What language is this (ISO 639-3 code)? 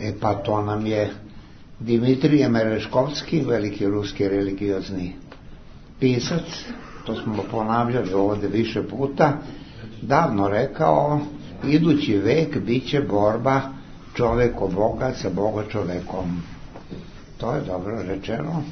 srp